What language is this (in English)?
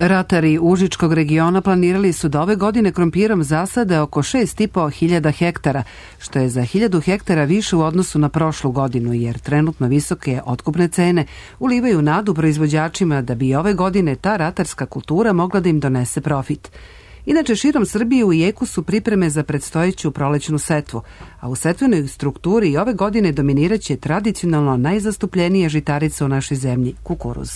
Serbian